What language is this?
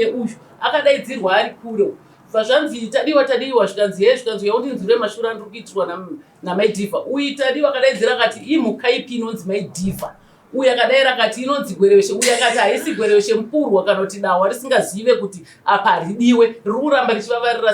Shona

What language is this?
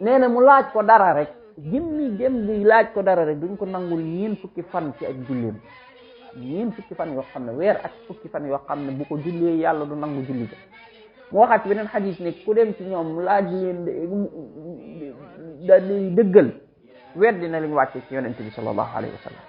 Wolof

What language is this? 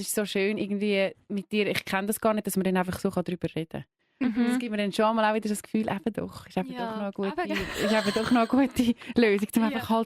Swiss German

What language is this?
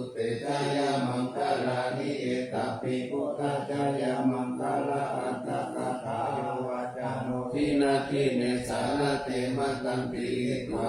Pali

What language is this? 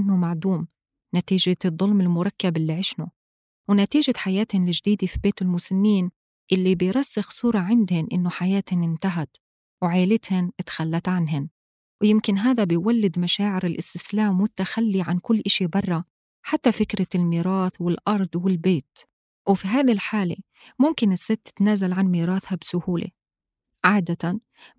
North Levantine Arabic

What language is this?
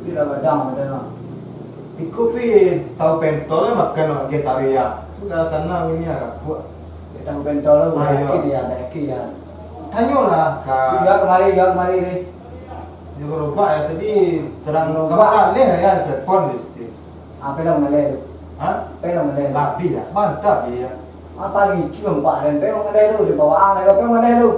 Minangkabau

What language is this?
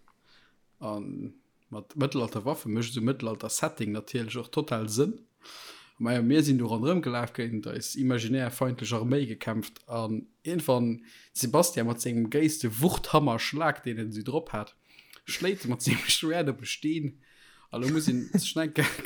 Luxembourgish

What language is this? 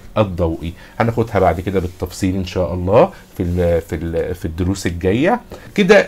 Egyptian Arabic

